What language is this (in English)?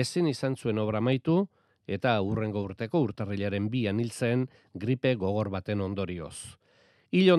Basque